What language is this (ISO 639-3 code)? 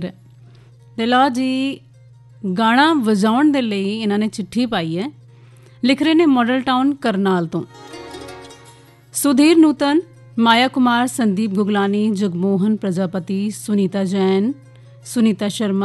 pan